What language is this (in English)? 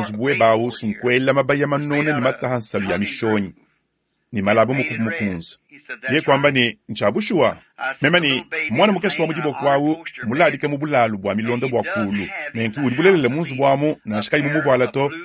Luba-Lulua